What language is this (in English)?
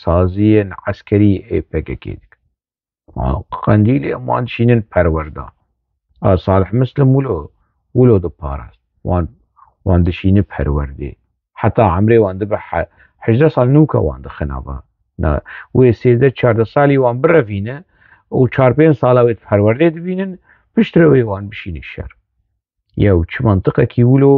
Kurdish